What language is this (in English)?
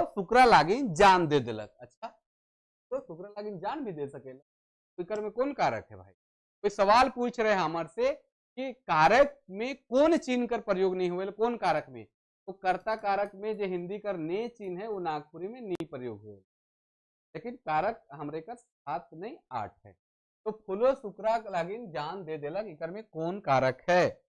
Sadri